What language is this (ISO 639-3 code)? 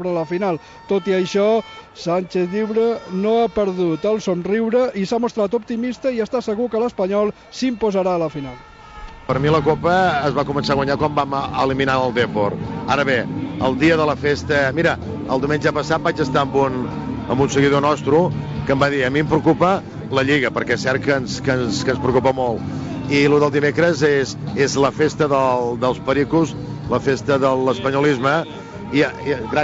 cat